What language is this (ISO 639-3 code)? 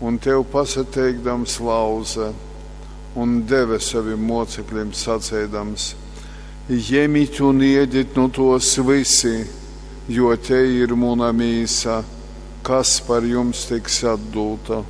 ltg